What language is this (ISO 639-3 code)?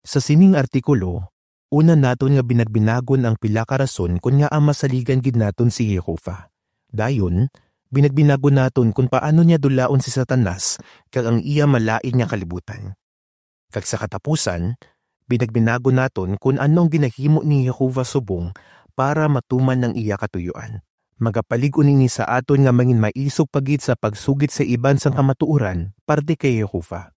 hil